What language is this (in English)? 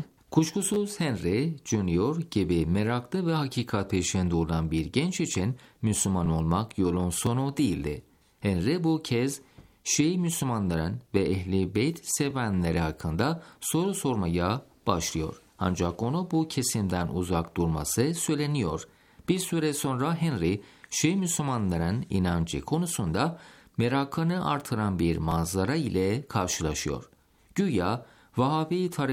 Turkish